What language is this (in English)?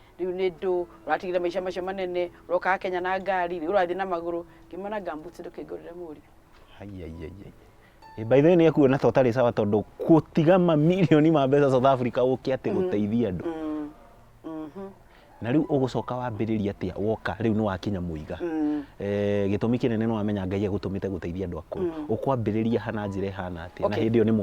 Kikuyu